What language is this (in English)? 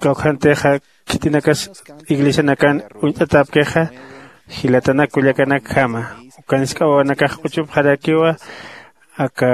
Aymara